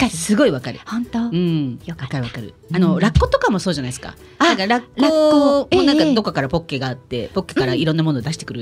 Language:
Japanese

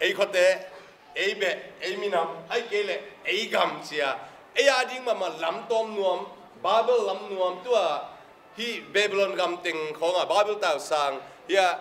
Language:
Tedim Chin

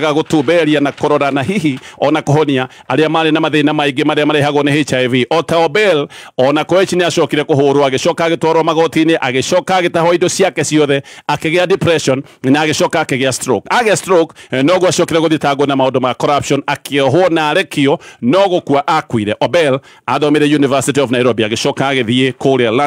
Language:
Kikuyu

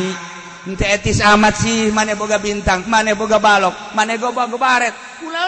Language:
Sundanese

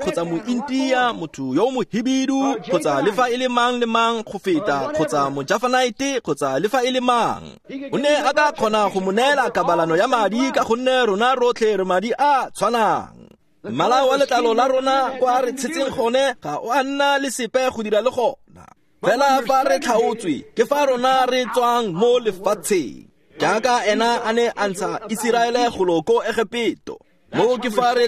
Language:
Tswana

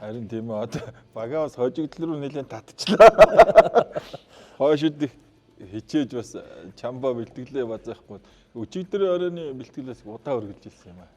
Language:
Mongolian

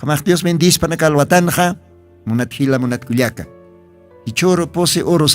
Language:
Aymara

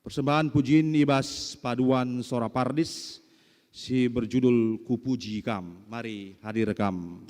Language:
Batak Karo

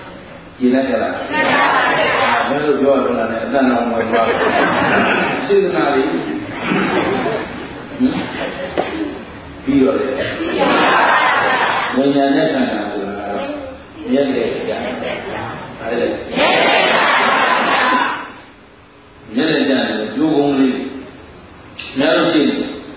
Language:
Burmese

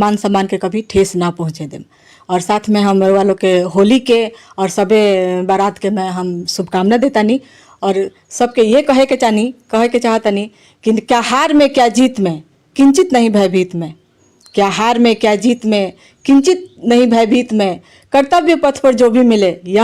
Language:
Bhojpuri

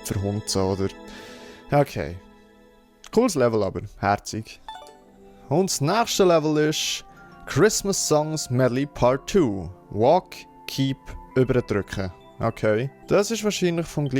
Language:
Swiss German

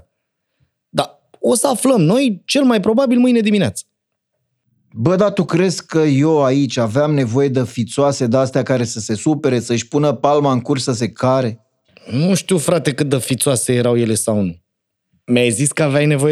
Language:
Romanian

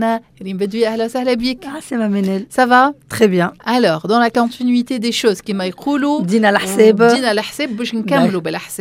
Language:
Tunisian Arabic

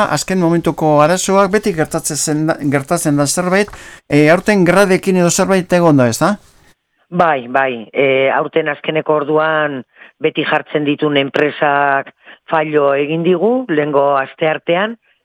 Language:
Basque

